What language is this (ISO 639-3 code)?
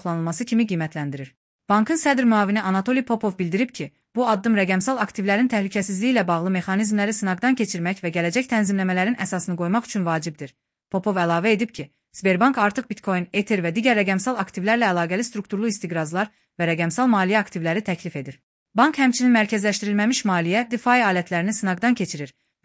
aze